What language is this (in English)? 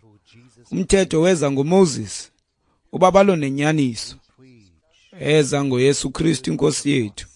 Xhosa